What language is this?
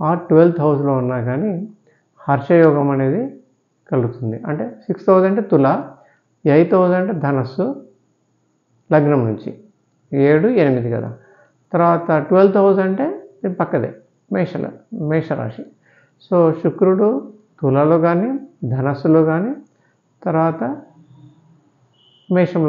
Telugu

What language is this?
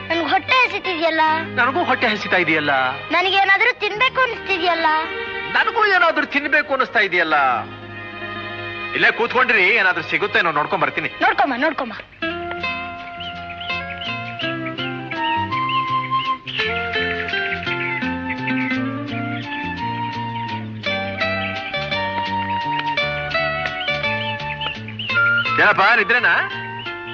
Kannada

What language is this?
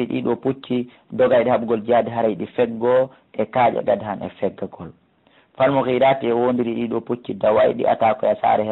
Fula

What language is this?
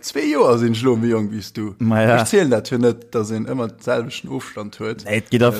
Luxembourgish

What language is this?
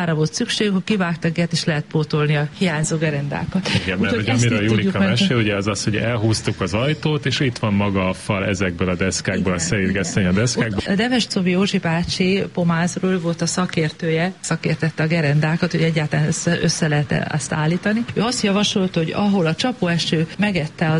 Hungarian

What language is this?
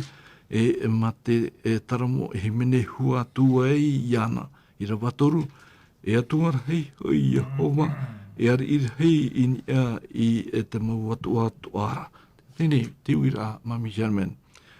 Tahitian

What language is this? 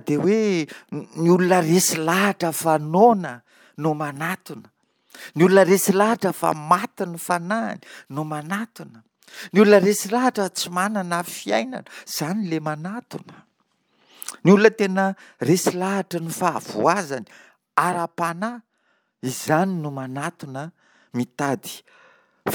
Malagasy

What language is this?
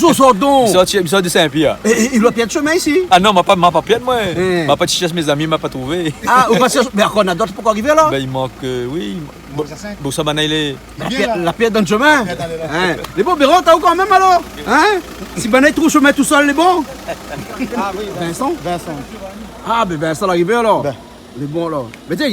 Réunion Creole French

